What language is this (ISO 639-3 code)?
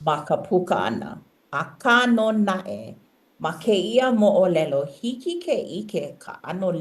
haw